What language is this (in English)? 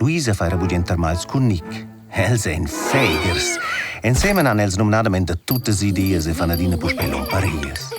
Romansh